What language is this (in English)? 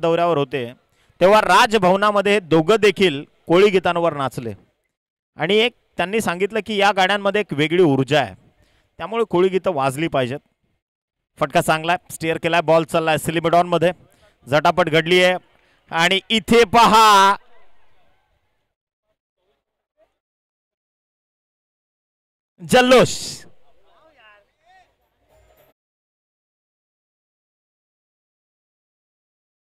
Marathi